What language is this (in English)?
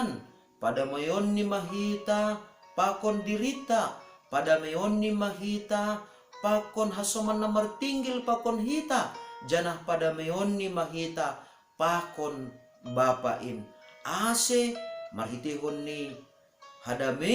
Batak Simalungun